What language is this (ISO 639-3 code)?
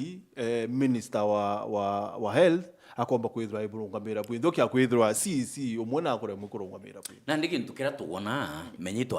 mer